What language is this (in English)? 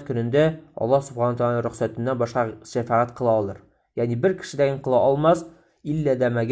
Tatar